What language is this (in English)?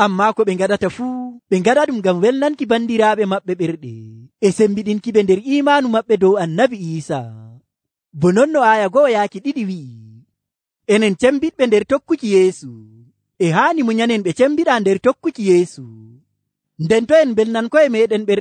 Nigerian Fulfulde